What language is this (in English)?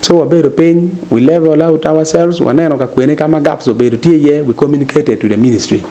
Acoli